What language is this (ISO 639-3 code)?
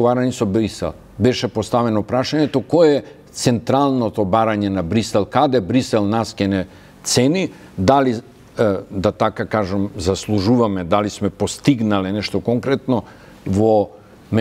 mkd